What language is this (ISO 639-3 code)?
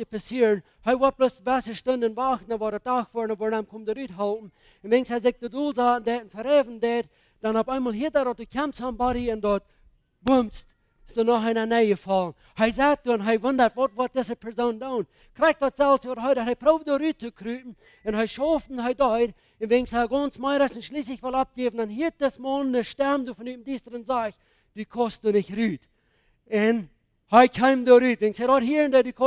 pdt